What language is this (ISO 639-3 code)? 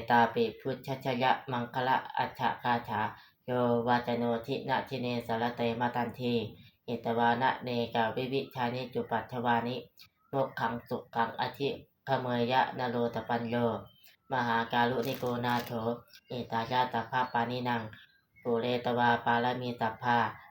pli